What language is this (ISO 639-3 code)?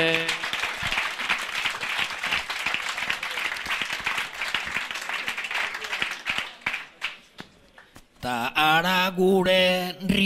eus